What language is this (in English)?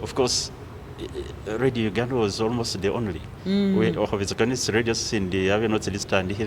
Masaaba